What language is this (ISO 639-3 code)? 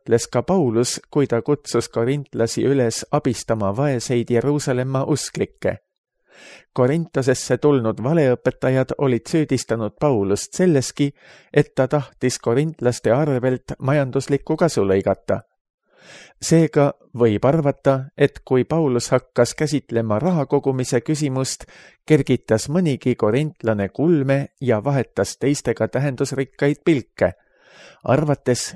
est